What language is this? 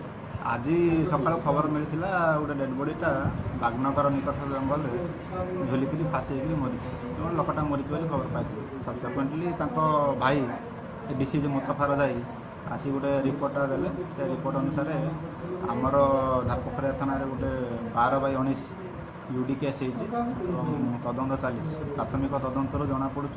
Odia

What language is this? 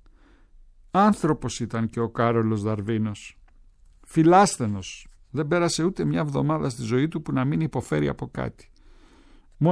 Greek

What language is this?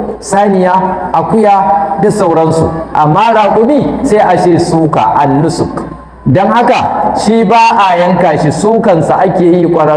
Hausa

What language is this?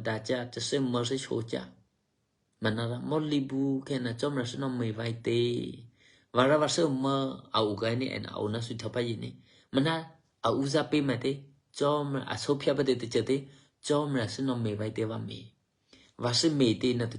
Eastern Kayah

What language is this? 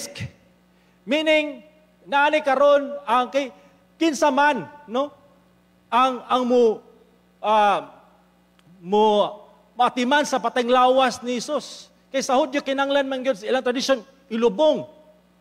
Cebuano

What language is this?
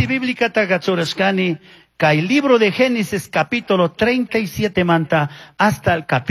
Chimborazo Highland Quichua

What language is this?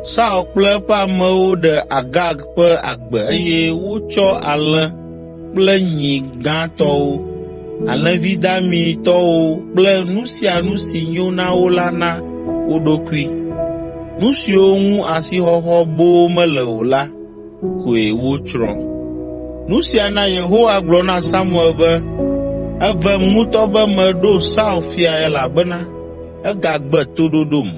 Ewe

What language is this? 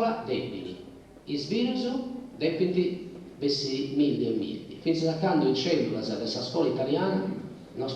Sardinian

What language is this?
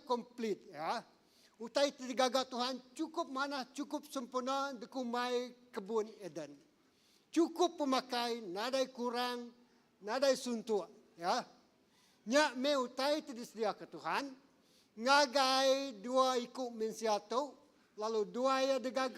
Iban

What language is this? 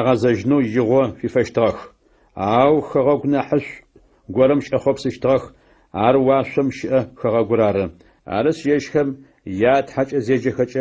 Adyghe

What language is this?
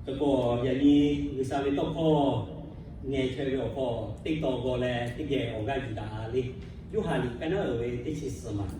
Lahu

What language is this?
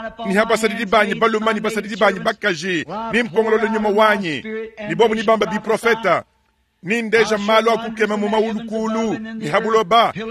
Luba-Lulua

